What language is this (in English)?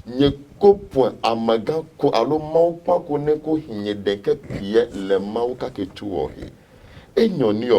Adangme